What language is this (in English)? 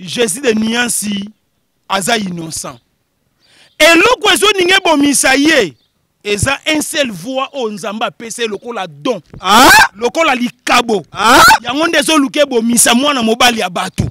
Lingala